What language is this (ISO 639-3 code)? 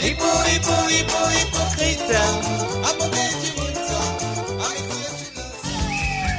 mfe